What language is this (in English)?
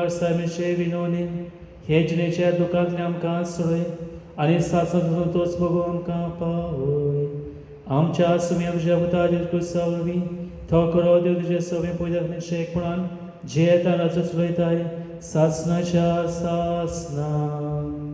Konkani